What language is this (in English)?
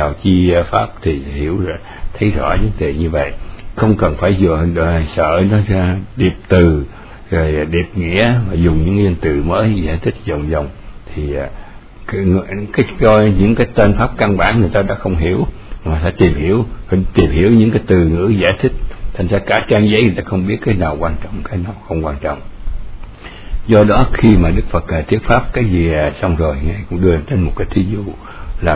Vietnamese